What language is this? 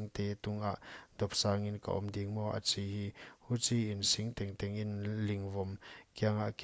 Paite Chin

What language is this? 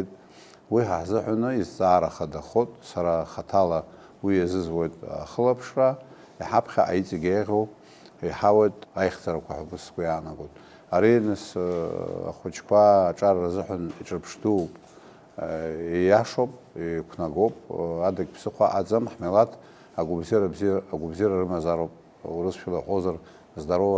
Abkhazian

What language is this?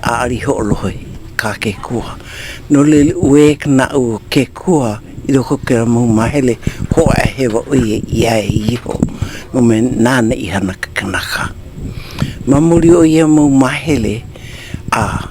Hawaiian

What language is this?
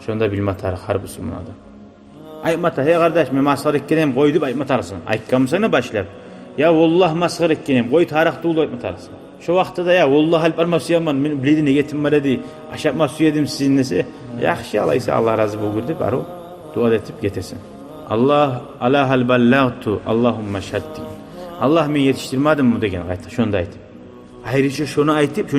Kumyk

